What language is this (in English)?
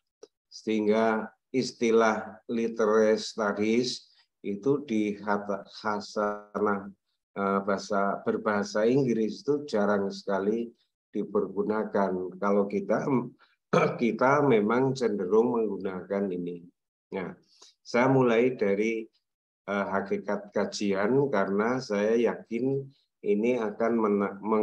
Indonesian